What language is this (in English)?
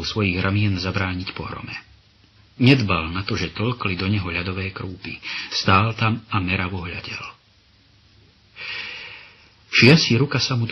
Slovak